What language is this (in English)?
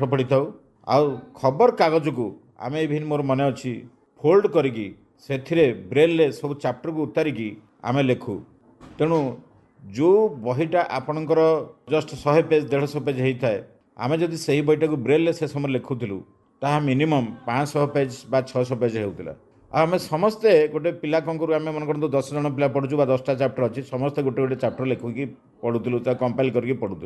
Odia